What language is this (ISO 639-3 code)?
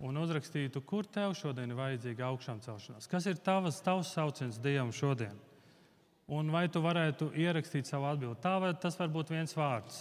lav